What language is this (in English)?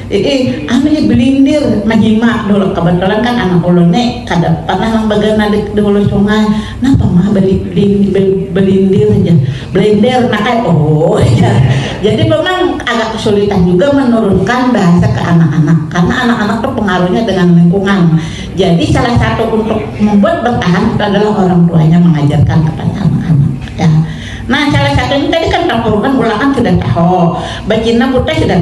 Banjar